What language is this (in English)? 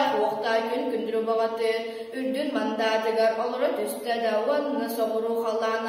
Yakut